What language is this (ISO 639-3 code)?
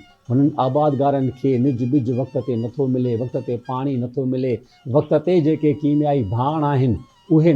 snd